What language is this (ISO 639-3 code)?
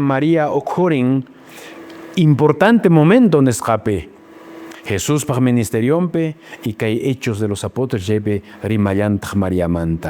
que